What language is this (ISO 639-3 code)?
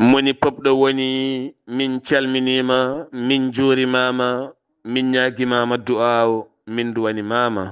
ful